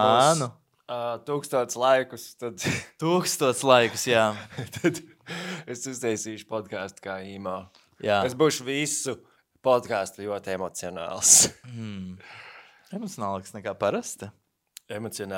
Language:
Latvian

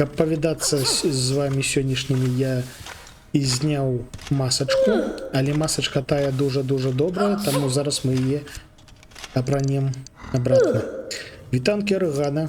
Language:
Belarusian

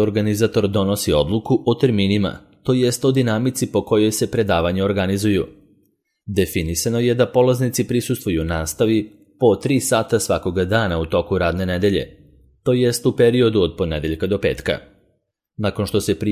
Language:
Serbian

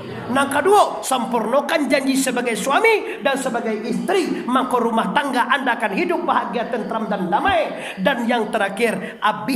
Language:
Minangkabau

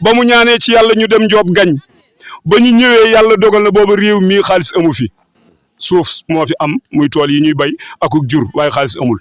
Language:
Wolof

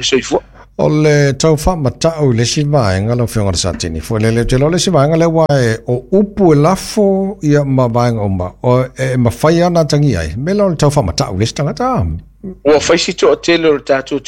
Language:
Samoan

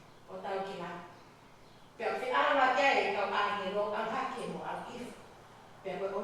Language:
Tongan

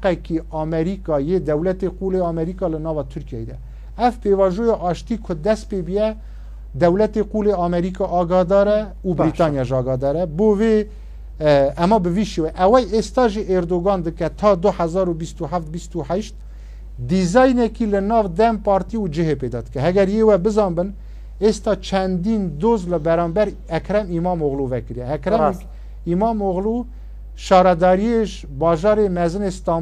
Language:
Kurdish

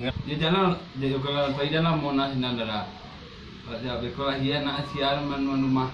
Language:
Minangkabau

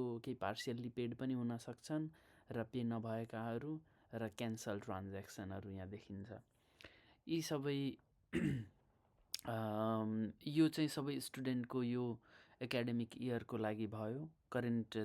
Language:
Nepali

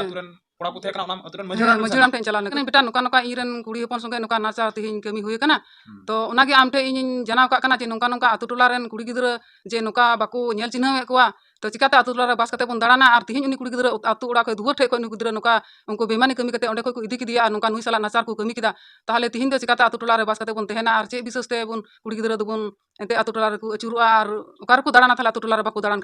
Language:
Santali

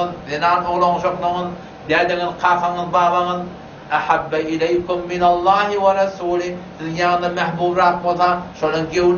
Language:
Turkmen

